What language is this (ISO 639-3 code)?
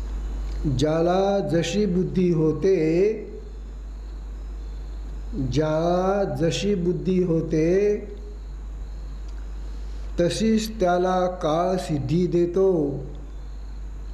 mar